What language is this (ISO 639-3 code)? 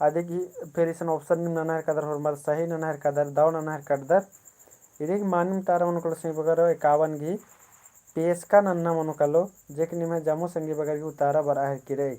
kru